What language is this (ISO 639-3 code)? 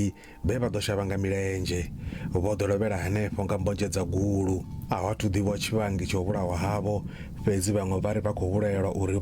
ven